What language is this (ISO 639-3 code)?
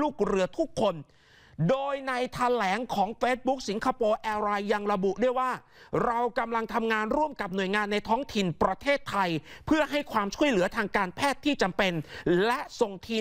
tha